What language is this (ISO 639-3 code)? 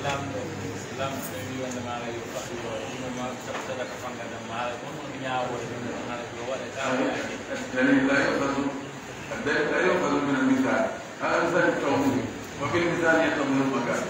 fuf